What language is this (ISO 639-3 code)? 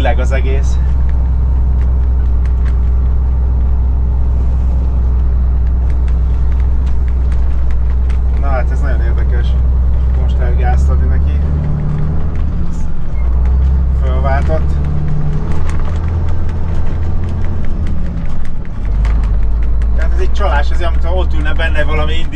hun